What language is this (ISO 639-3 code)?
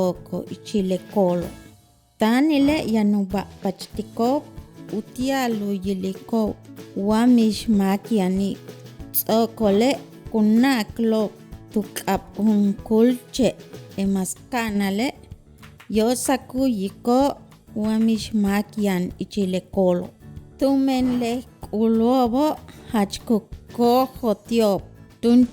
yua